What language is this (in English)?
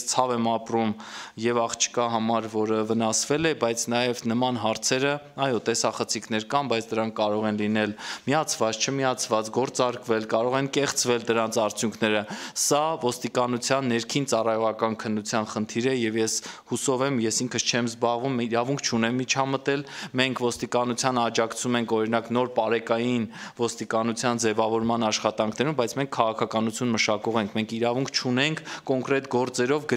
Armenian